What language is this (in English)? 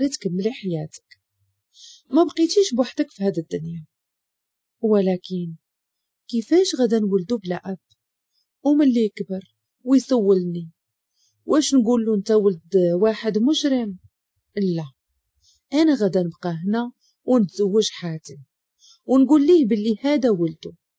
Moroccan Arabic